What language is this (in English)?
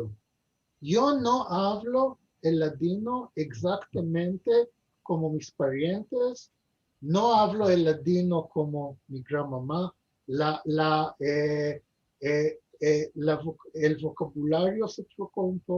Ladino